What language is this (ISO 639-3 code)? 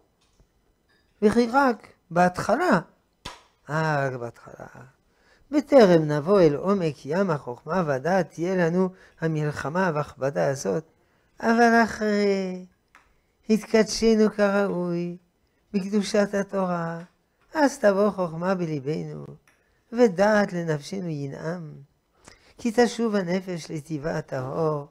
heb